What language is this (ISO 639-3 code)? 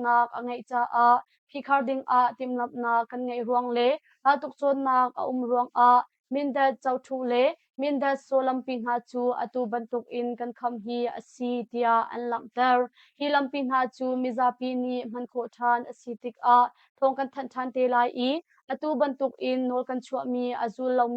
cnh